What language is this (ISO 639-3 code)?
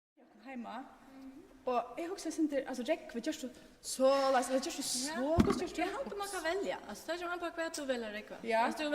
fao